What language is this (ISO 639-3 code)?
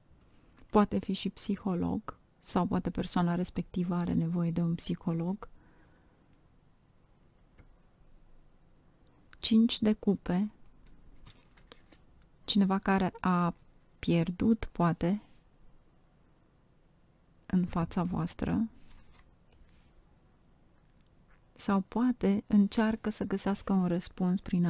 ron